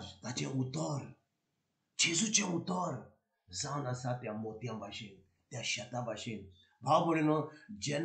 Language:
Konkani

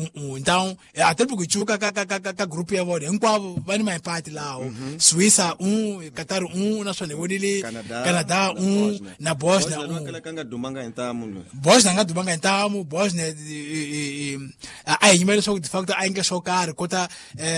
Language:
Tsonga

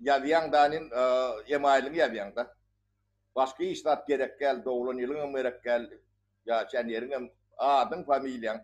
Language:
Turkmen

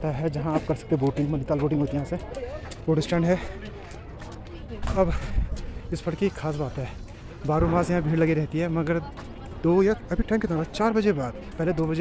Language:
Hindi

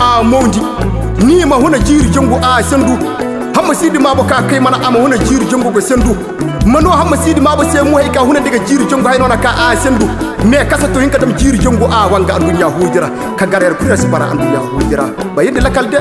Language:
Koyraboro Senni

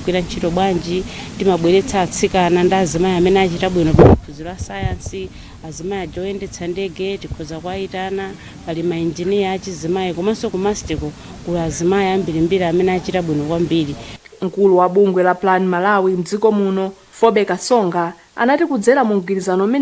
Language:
Nyanja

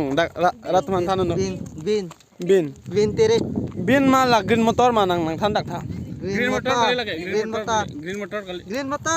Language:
Karbi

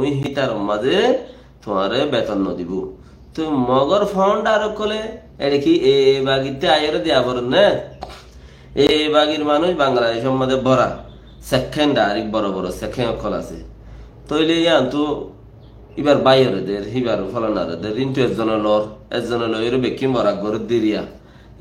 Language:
Rohingya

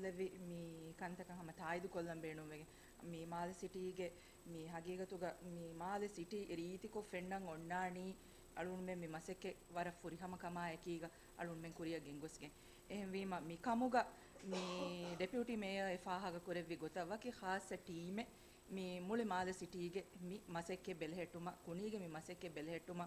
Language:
Divehi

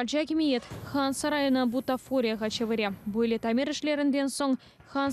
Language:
Crimean Tatar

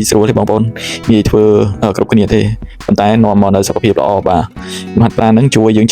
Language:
Khmer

